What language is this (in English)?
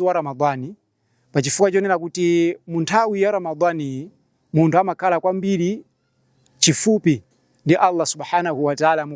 Nyanja